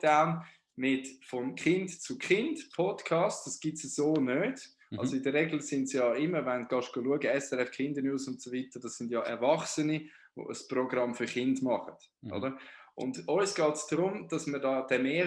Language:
Swiss German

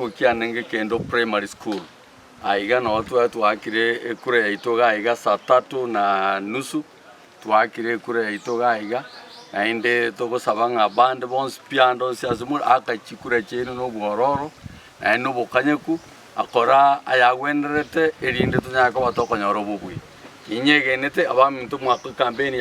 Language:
Gusii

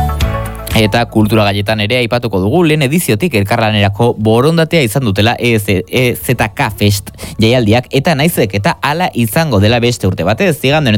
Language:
Basque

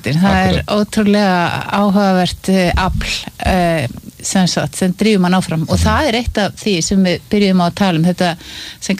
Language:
Icelandic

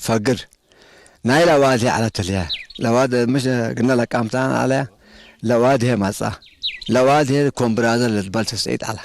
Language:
Tigre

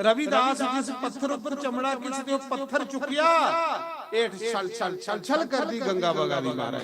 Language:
Dogri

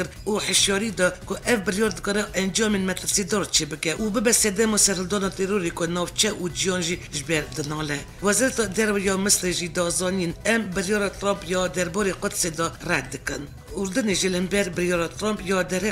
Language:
Kurdish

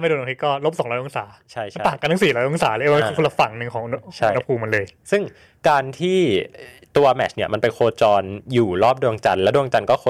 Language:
Thai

